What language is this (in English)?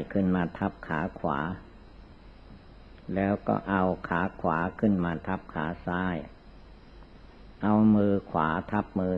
Thai